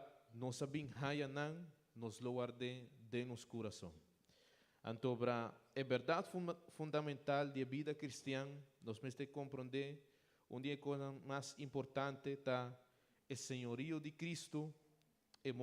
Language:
Papiamento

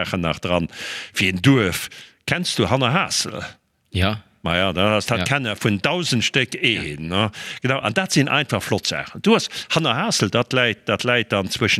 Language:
Luxembourgish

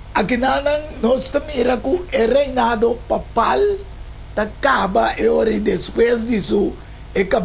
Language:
Papiamento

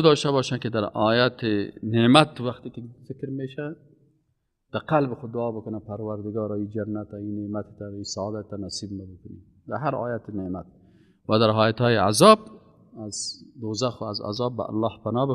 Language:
Persian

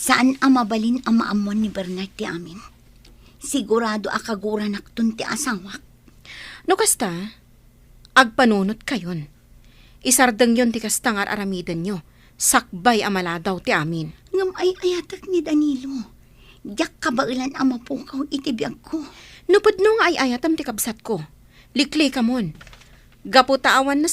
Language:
Iloko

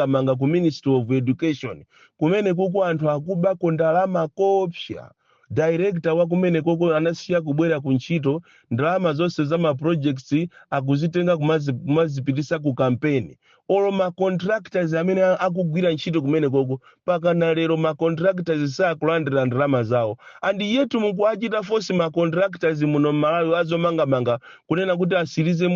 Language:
Nyanja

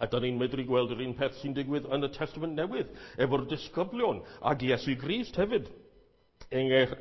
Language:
Welsh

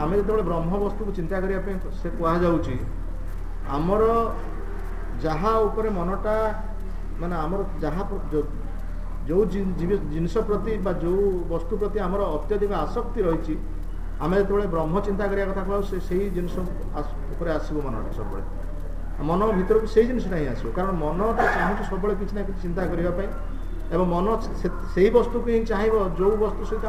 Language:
Odia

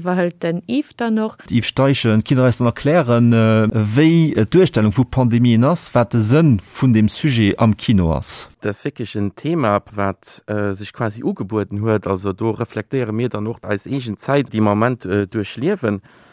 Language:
Luxembourgish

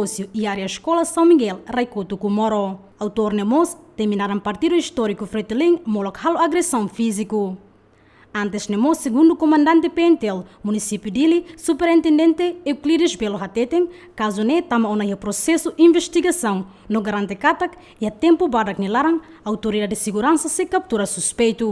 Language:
Tetum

